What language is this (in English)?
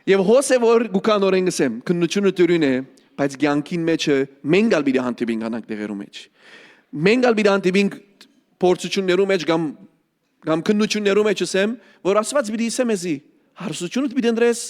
Western Armenian